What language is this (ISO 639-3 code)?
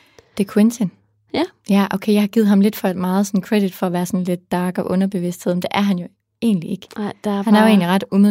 dan